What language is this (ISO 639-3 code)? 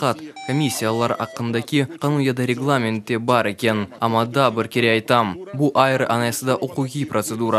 crh